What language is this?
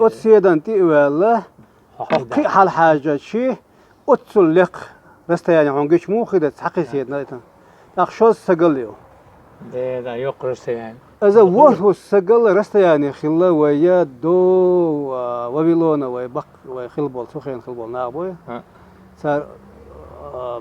Chechen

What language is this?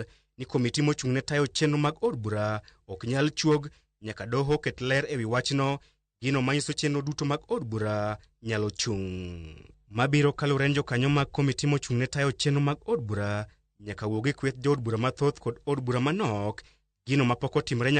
Luo (Kenya and Tanzania)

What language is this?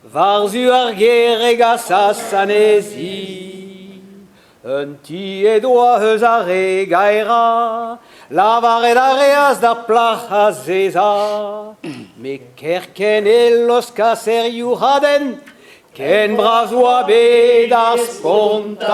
Breton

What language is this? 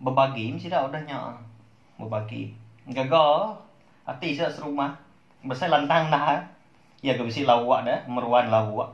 Iban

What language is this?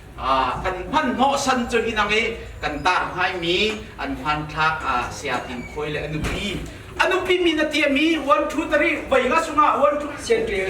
Hakha Chin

